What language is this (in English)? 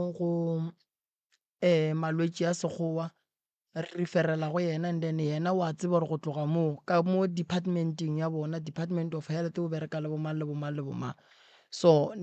Northern Sotho